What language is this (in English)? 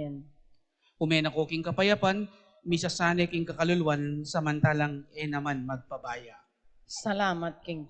Pampanga